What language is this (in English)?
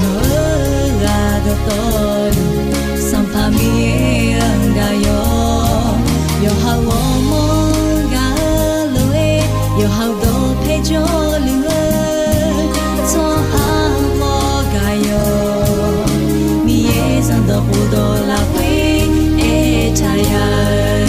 Akha